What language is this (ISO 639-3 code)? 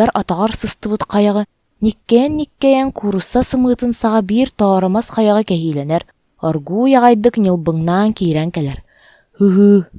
sah